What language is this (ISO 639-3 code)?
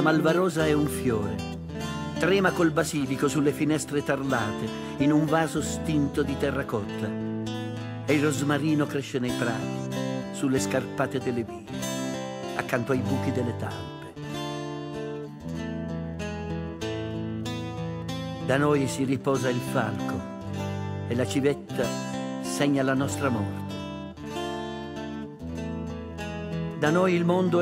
ita